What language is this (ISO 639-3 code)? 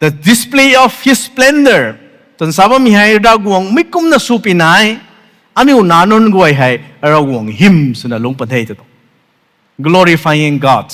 nbu